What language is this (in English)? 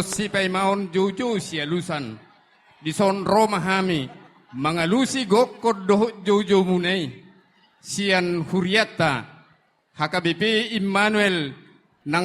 Batak Toba